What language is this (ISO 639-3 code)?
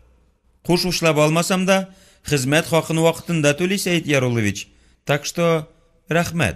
tat